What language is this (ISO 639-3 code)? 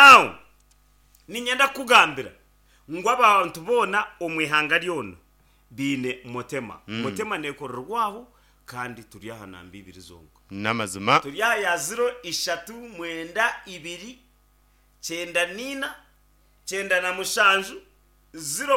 nyn